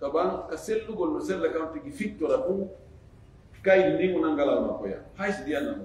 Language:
Fula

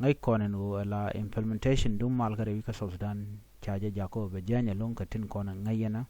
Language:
Nuer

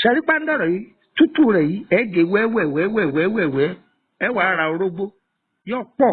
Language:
Yoruba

